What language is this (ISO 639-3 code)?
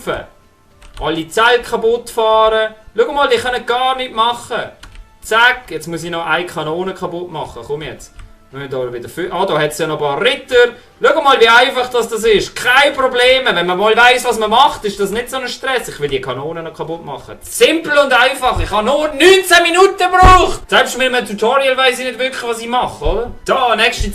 gsw